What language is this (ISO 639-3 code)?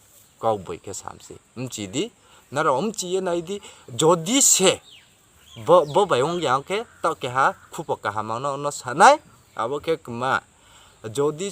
ria